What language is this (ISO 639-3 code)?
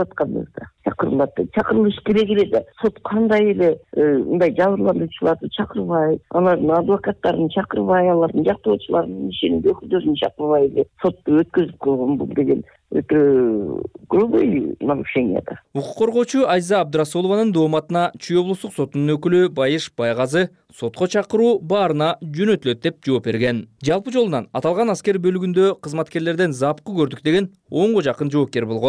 kir